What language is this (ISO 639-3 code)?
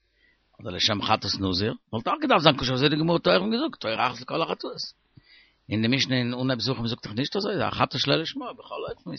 yid